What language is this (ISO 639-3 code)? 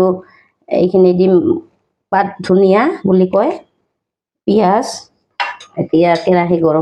asm